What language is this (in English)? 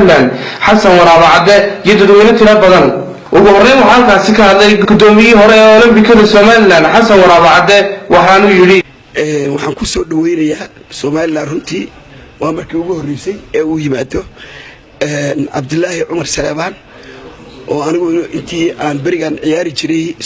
Somali